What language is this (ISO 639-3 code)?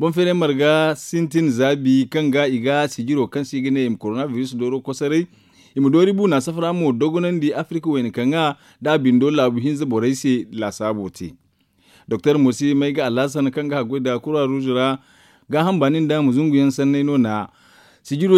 dje